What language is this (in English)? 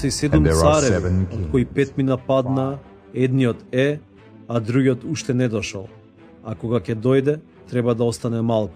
Macedonian